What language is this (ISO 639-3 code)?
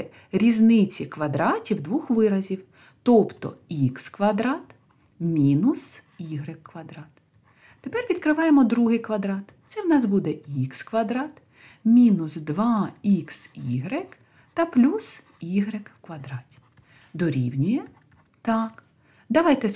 ukr